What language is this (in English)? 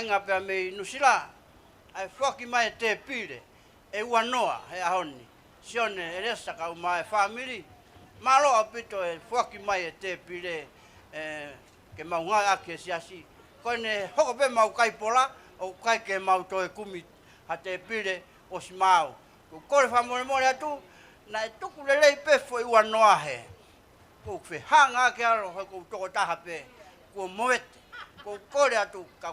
Tongan